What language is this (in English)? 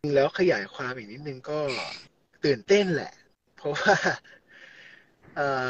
Thai